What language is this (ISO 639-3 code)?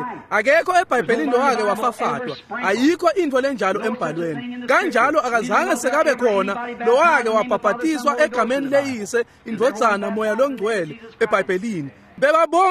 ssw